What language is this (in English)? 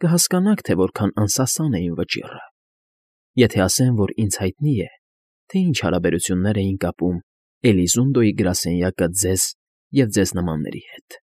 Armenian